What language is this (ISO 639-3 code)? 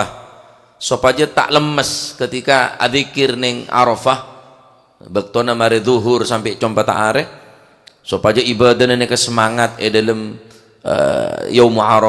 mad